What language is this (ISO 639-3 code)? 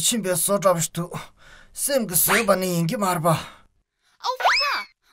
bod